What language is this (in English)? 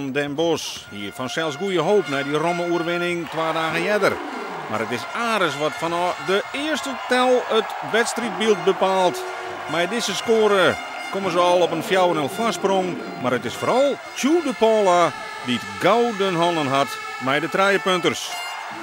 Western Frisian